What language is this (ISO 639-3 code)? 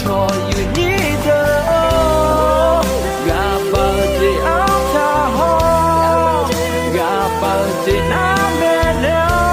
ahk